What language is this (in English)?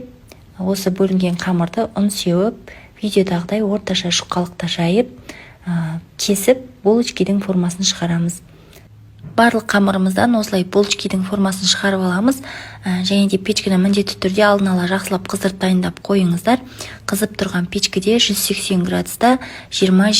Kazakh